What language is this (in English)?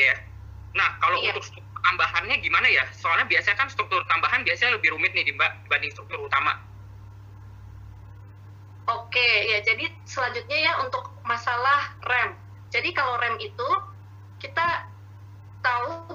Indonesian